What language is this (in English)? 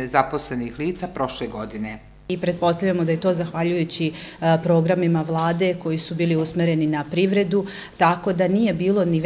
Serbian